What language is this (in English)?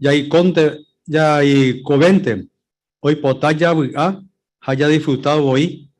Guarani